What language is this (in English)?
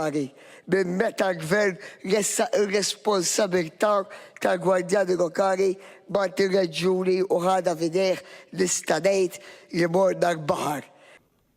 Maltese